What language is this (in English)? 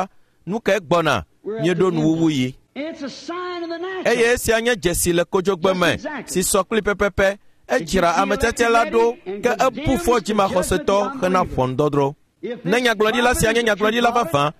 Ewe